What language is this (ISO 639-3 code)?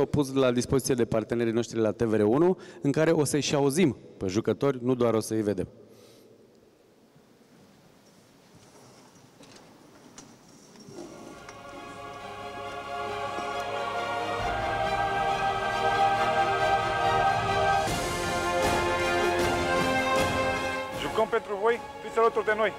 ron